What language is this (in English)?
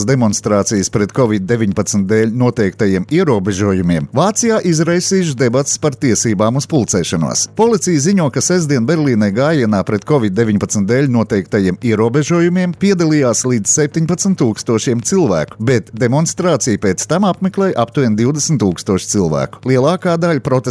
Latvian